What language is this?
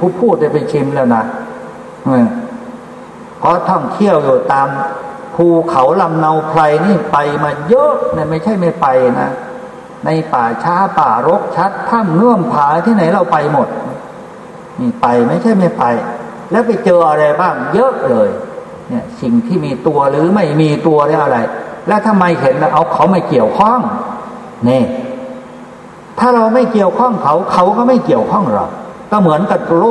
Thai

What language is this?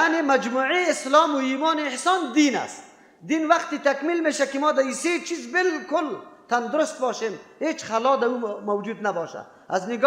Persian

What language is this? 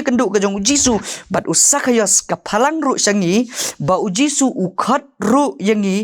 Khasi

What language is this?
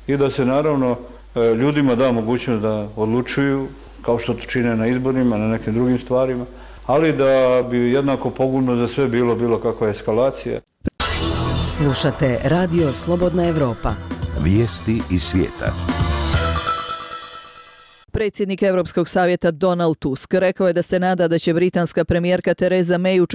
Bosnian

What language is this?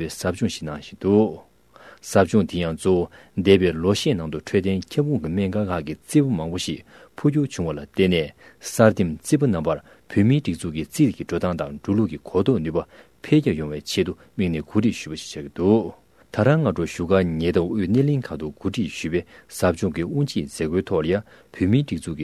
Tibetan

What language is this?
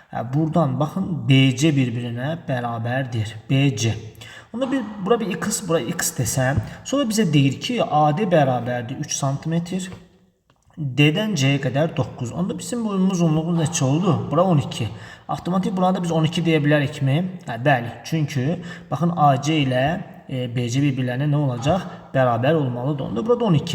Azerbaijani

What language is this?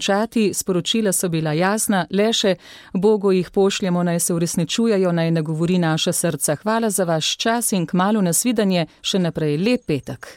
Slovenian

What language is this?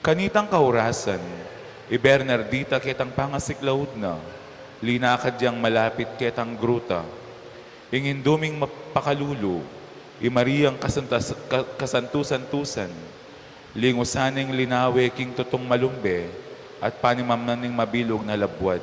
Pampanga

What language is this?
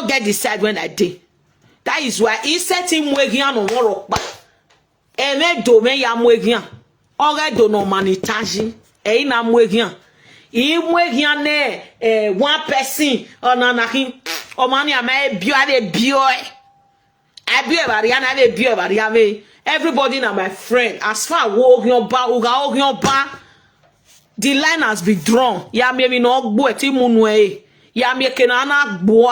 Nigerian Pidgin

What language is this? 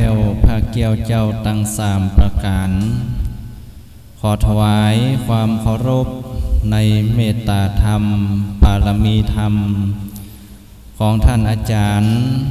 Thai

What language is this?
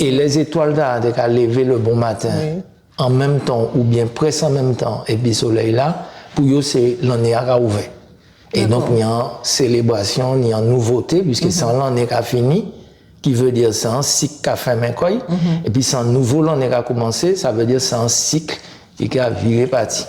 Guadeloupean Creole French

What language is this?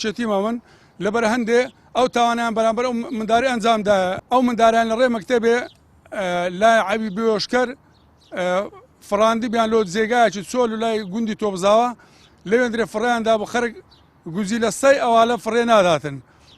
Central Kurdish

